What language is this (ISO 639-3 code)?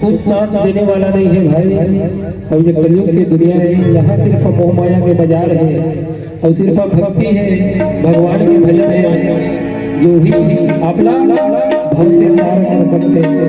hne